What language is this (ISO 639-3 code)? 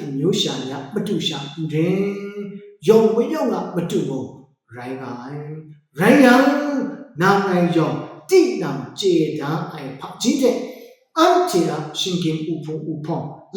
kac